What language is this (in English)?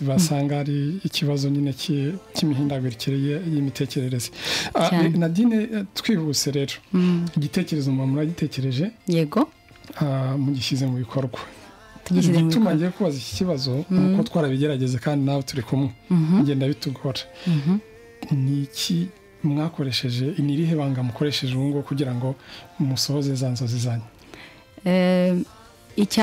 Kinyarwanda